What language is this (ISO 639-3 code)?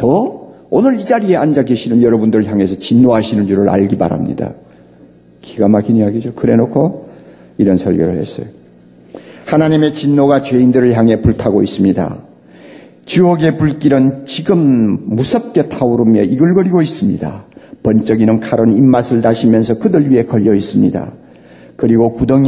kor